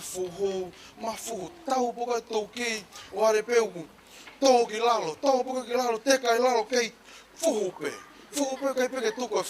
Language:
Tongan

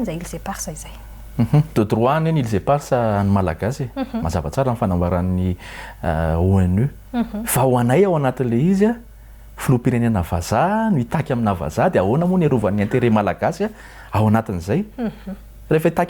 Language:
Malagasy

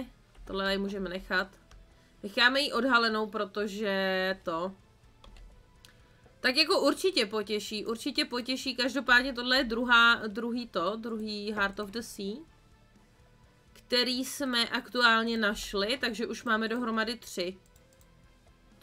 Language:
Czech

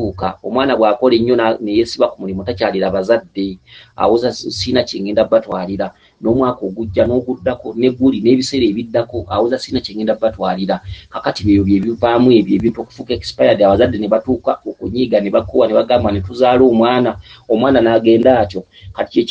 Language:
Ganda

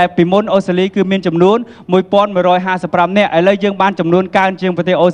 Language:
Khmer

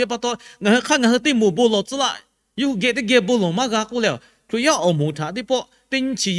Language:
Lahu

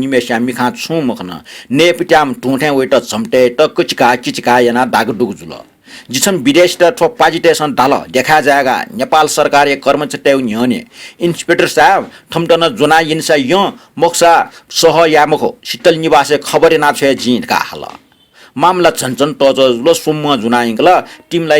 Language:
Newari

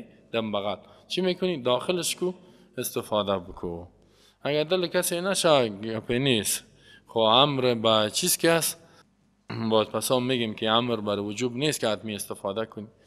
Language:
Persian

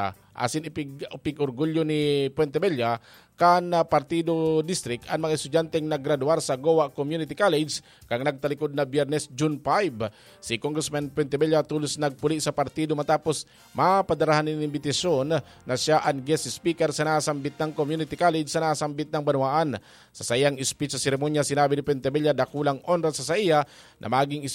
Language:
Bikol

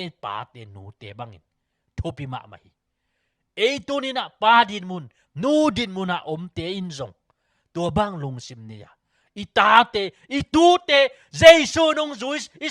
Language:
Tedim Chin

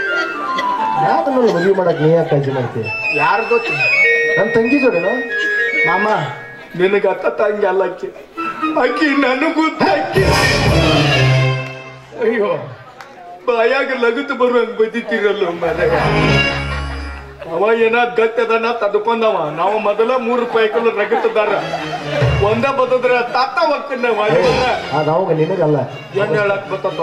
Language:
Kannada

